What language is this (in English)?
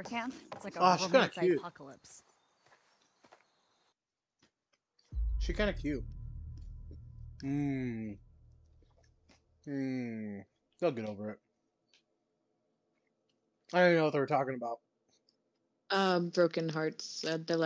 English